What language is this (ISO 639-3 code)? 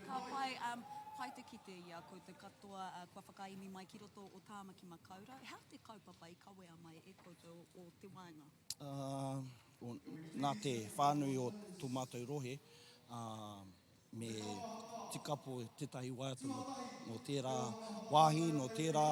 mri